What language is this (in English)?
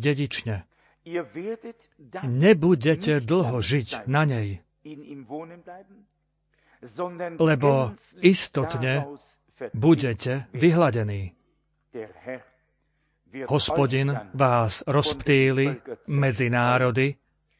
Slovak